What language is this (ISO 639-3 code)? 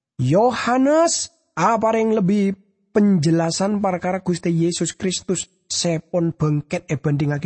mad